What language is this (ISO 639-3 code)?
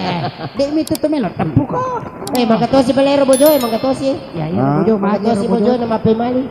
bug